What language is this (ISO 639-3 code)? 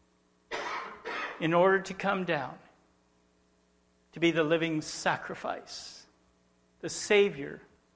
eng